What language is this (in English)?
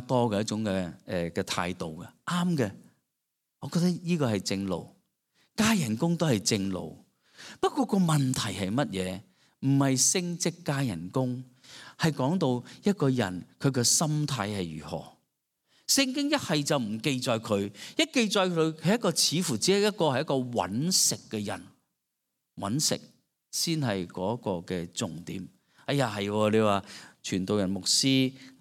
Cantonese